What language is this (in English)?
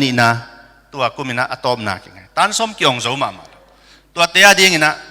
Tedim Chin